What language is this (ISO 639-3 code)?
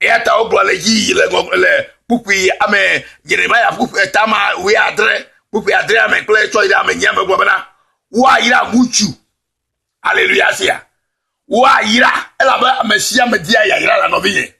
ewe